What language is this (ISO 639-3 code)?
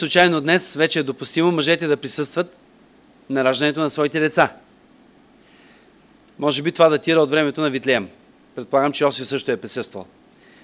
bul